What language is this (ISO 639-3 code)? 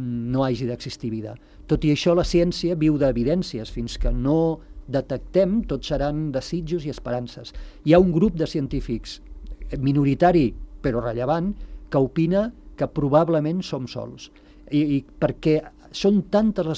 cat